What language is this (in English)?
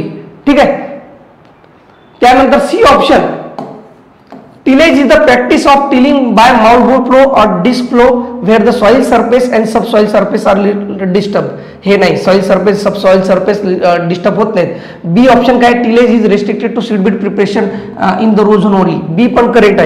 Marathi